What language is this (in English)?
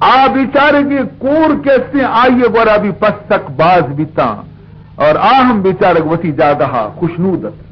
Baluchi